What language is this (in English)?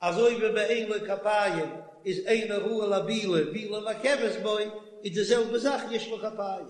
Yiddish